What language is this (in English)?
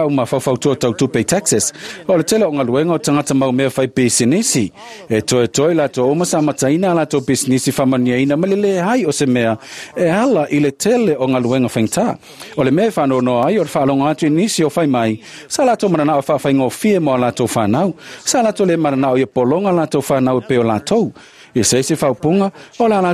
Samoan